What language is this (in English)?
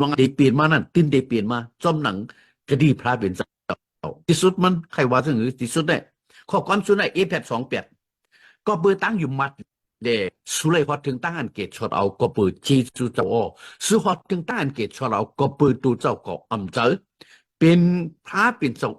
Shan